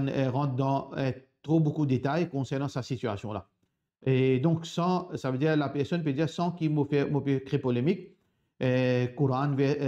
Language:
Morisyen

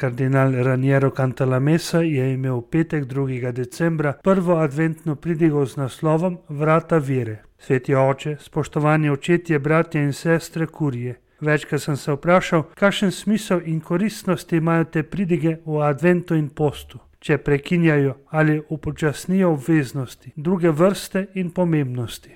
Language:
Slovenian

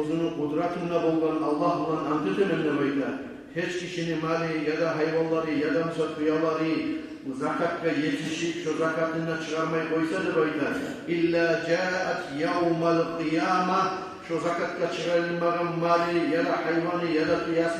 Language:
Kumyk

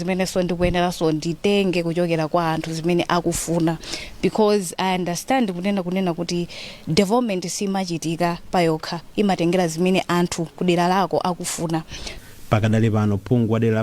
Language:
Nyanja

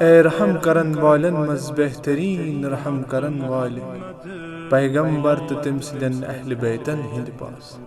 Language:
Kashmiri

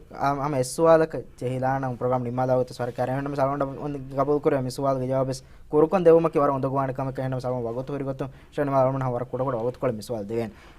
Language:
Divehi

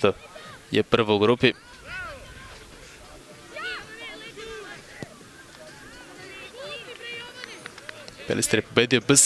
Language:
Serbian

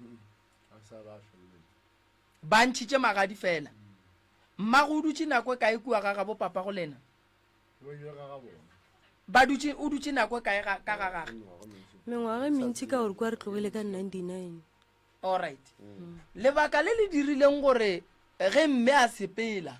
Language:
Northern Sotho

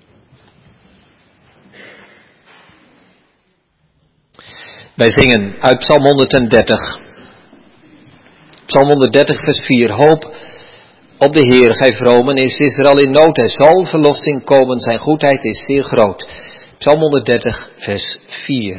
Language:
Dutch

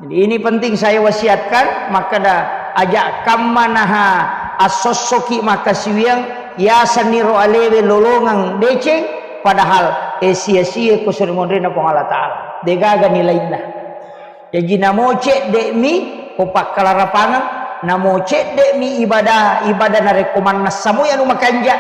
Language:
Buginese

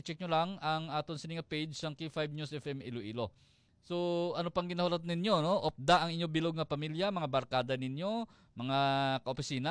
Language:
Hiligaynon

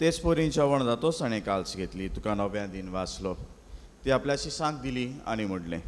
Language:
Konkani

